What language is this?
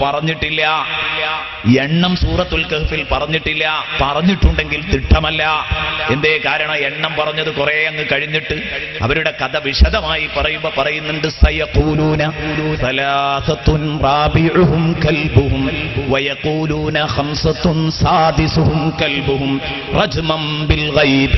Malayalam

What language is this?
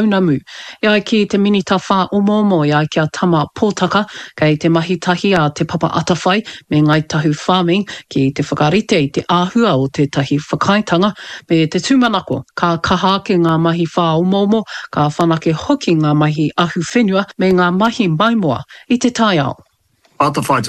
Māori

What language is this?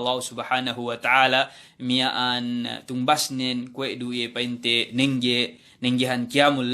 Yakan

